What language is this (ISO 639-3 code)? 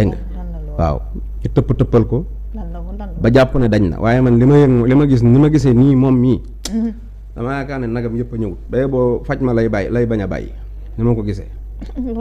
wol